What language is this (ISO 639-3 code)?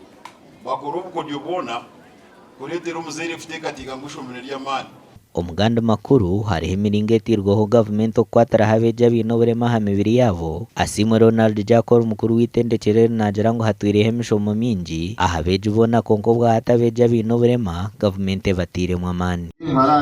nyn